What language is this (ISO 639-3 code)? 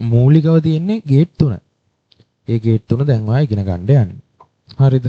sin